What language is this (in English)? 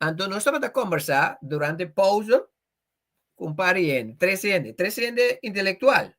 Papiamento